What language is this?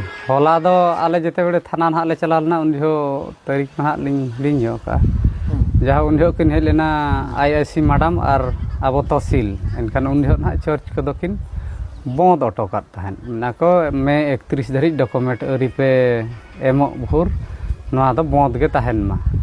Santali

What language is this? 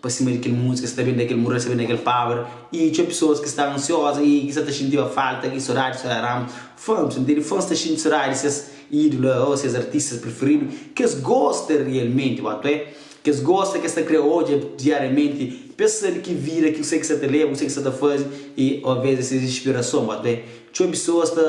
Kabuverdianu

